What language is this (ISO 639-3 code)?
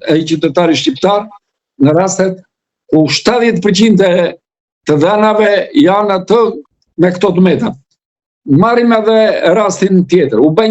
sqi